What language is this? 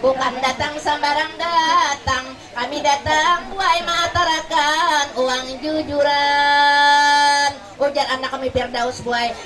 Banjar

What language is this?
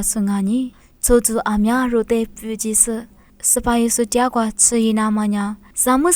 Lisu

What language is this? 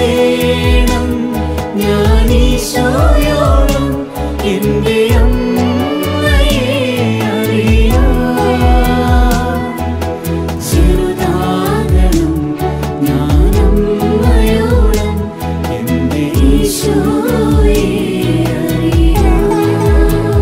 Malayalam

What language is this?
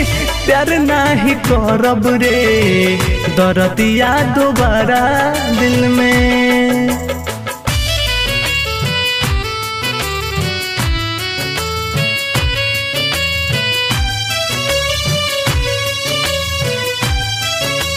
Bhojpuri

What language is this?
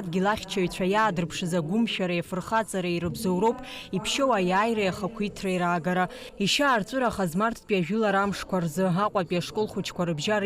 Abkhazian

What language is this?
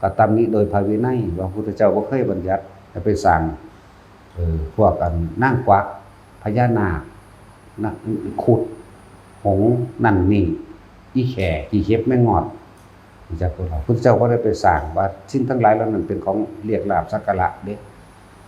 Northeastern Thai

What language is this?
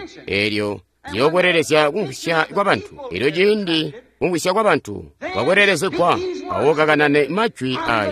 Tonga (Zambia)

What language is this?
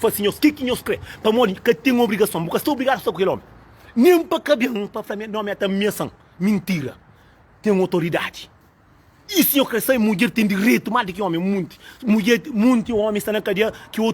Kabuverdianu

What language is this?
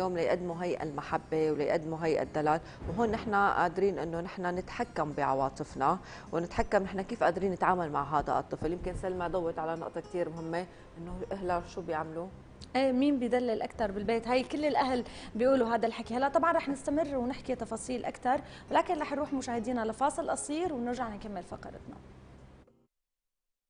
North Levantine Arabic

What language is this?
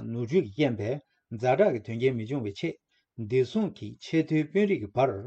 Tibetan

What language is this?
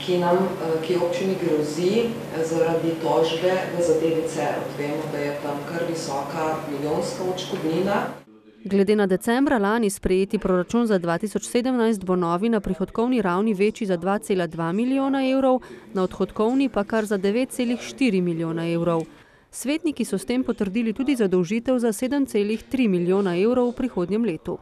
Slovenian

